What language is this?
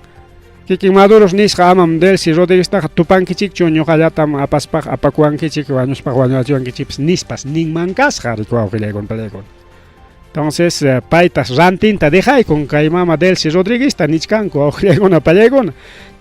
Ayacucho Quechua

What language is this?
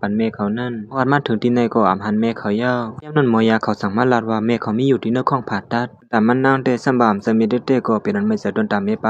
Lao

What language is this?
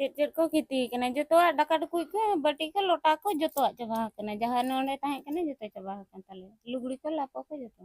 Santali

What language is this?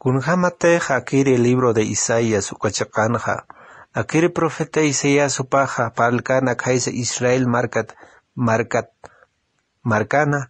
Aymara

